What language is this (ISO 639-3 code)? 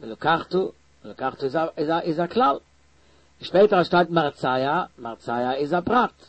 yid